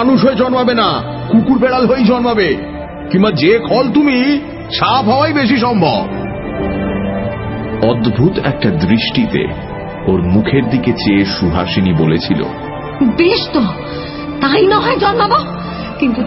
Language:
Bangla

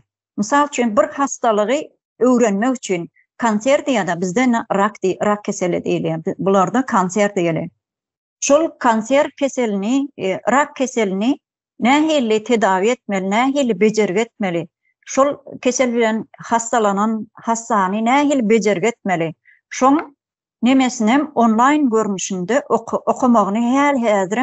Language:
Turkmen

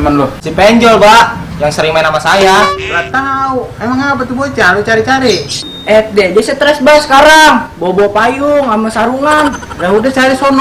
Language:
Betawi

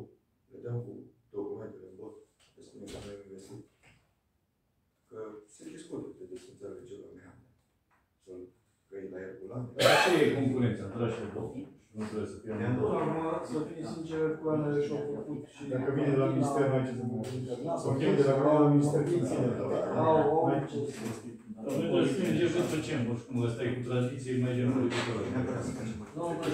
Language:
Romanian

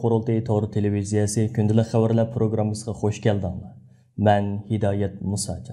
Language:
Uyghur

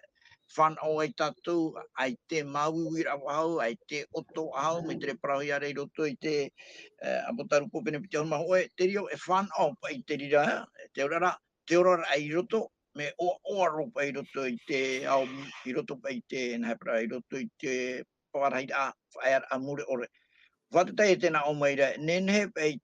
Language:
Tahitian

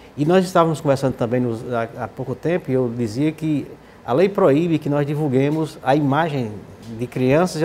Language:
Portuguese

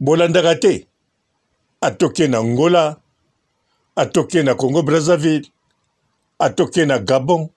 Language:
Lingala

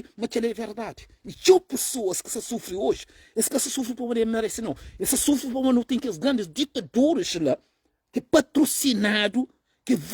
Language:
Kabuverdianu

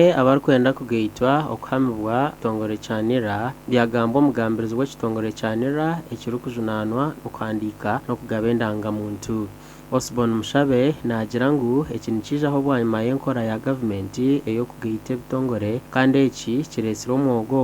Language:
Nyankole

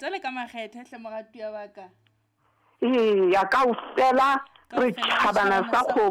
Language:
Southern Sotho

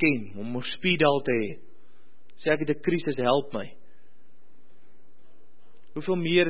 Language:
Afrikaans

